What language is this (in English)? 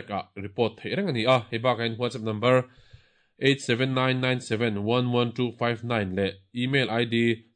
Mizo